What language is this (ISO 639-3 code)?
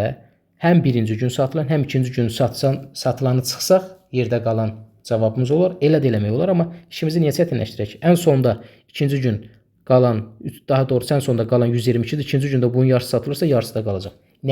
aze